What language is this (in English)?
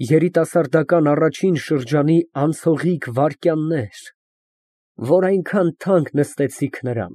Armenian